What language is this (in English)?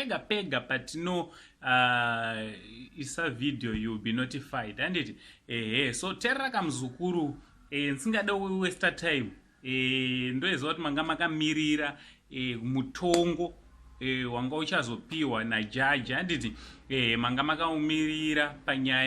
Shona